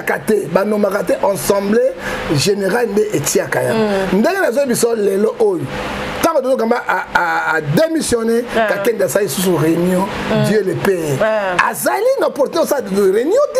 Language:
Lingala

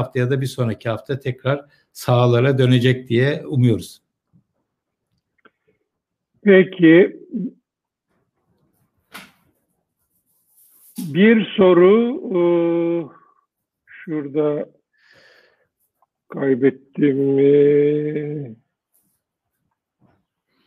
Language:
Turkish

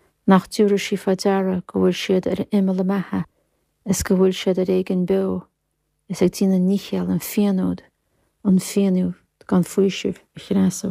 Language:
Irish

